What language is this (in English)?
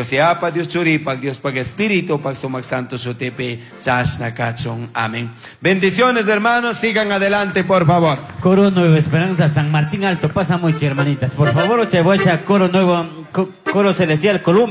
Chimborazo Highland Quichua